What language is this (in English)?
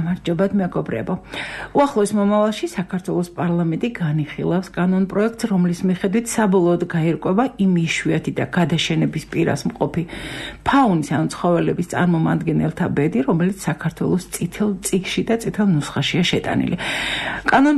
Georgian